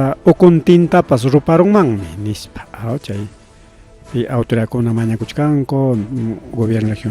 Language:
Ayacucho Quechua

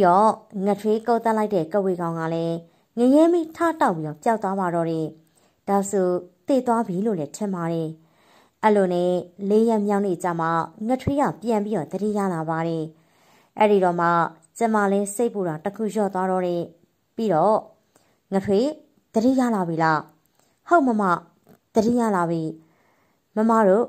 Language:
Burmese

